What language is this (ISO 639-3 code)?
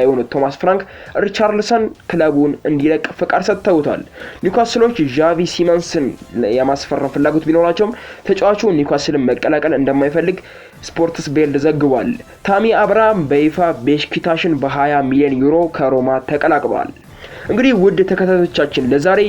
amh